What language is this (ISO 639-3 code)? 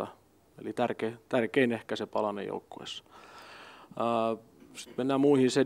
fin